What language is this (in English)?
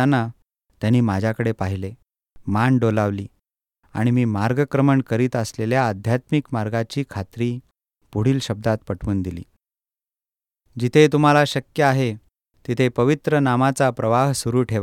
Marathi